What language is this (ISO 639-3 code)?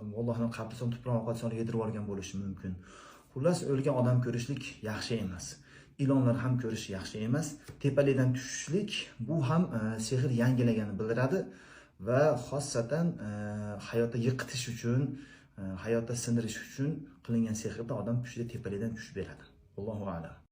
uzb